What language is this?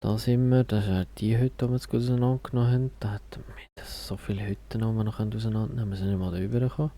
Swiss German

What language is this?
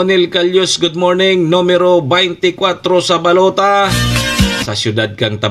Bikol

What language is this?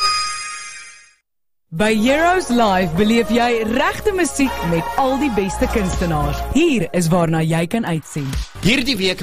Afrikaans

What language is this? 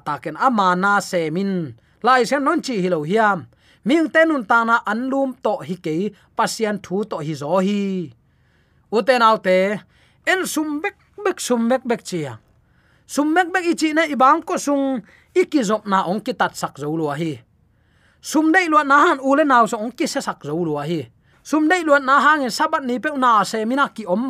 Tedim Chin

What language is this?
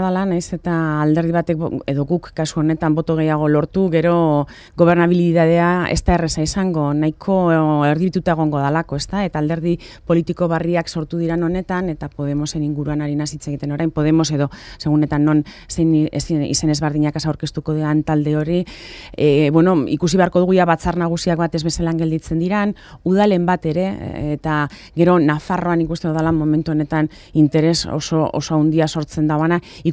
Basque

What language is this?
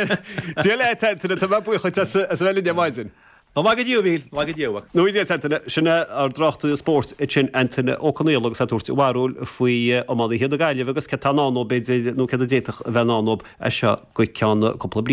Irish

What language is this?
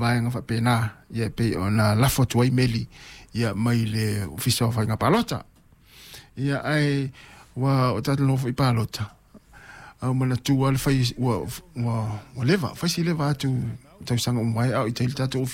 Samoan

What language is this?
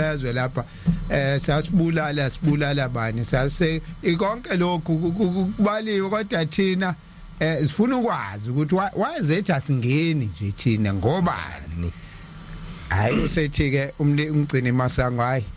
Zulu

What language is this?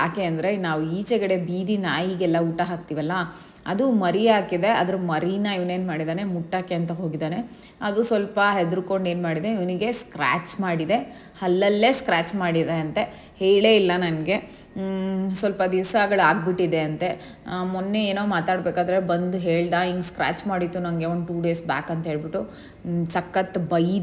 Kannada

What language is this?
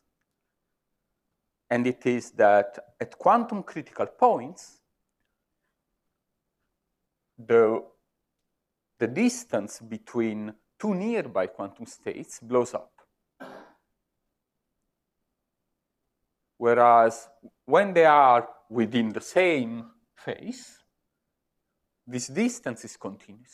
English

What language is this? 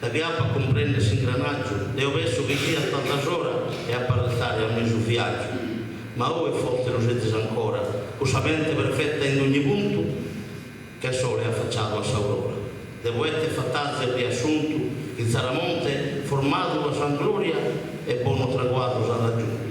Sardinian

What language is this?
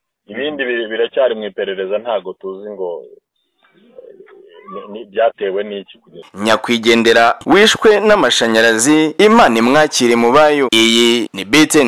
Kinyarwanda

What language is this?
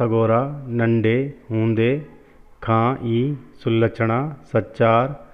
Sindhi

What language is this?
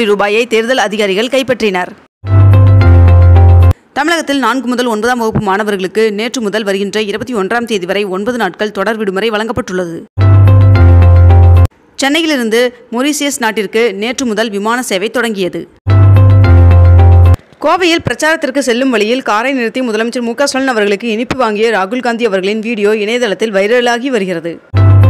Tamil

